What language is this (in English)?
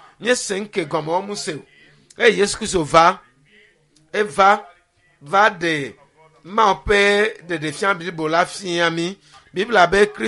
Ewe